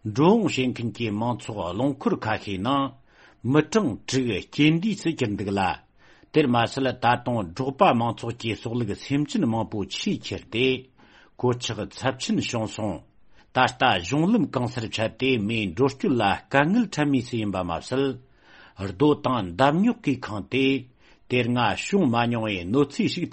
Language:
Tibetan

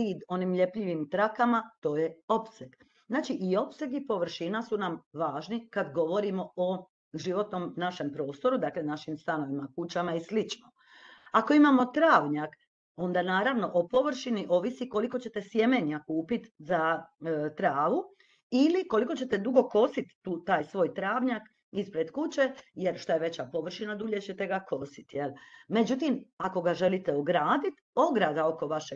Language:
Croatian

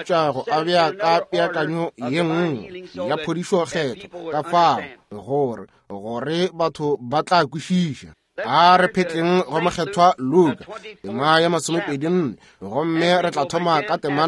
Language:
Northern Sotho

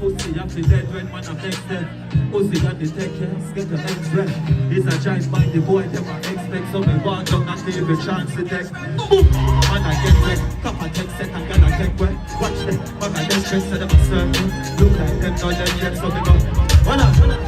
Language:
Jamaican Creole English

